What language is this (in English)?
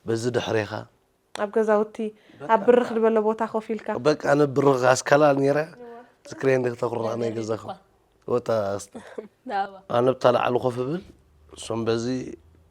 Tigrinya